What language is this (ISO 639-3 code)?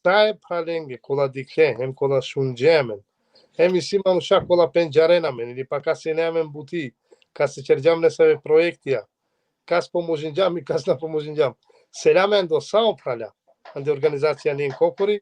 rmn